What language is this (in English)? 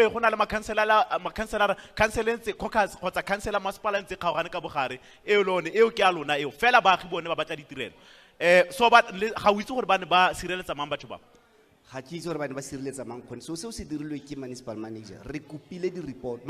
Tswana